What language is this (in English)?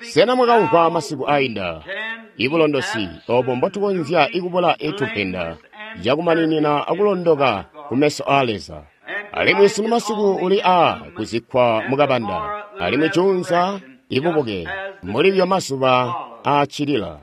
Tonga (Zambia)